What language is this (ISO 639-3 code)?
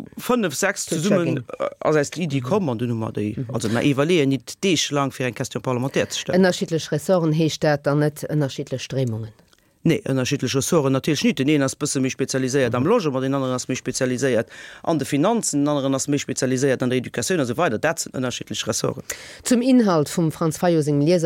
ltz